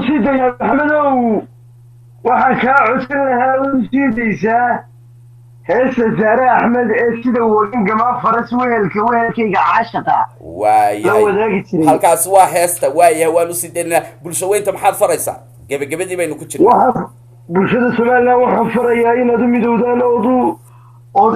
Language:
Somali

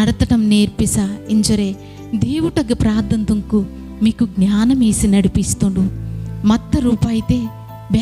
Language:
Koya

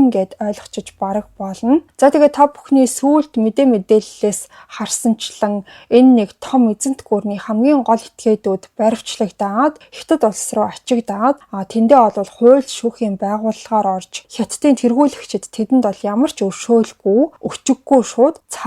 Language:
Mongolian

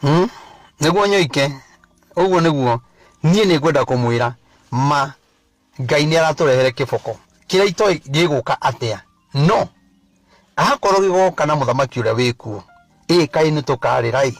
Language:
Kikuyu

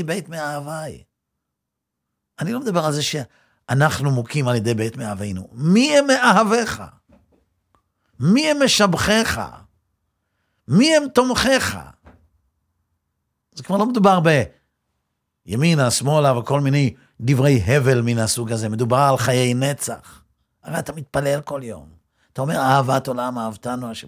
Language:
Hebrew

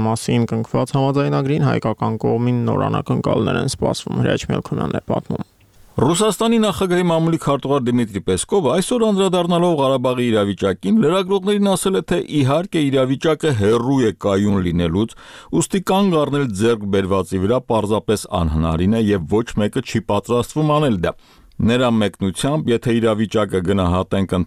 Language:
Armenian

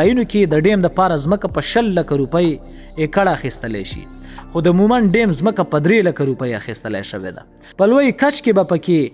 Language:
Pashto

